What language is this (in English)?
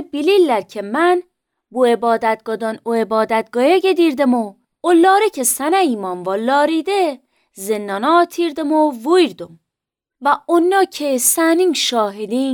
Azerbaijani